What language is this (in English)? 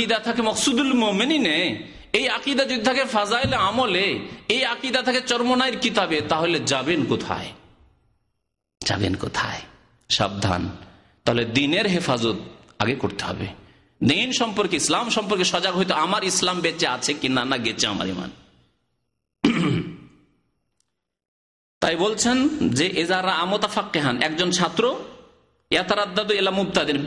Bangla